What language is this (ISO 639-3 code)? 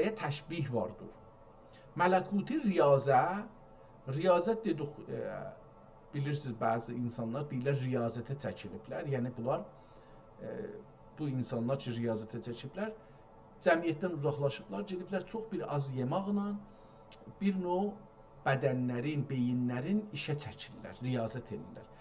azb